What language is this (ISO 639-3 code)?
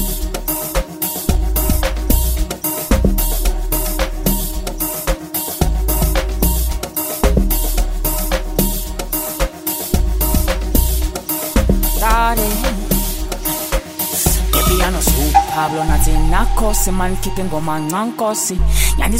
zul